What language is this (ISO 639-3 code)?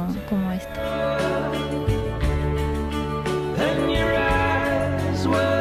cat